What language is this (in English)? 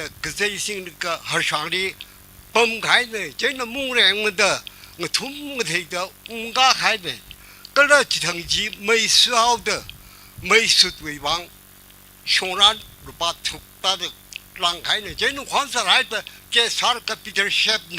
Tangkhul Naga (India)